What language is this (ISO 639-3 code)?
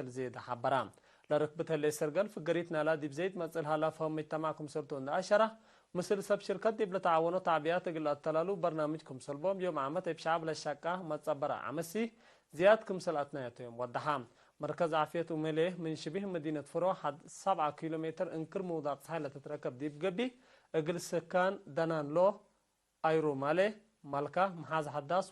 tig